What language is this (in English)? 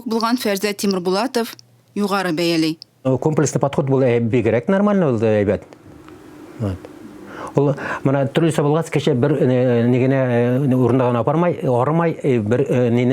Tatar